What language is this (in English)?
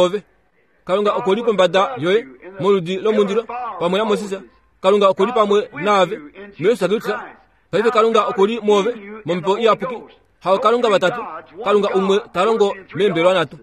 Kuanyama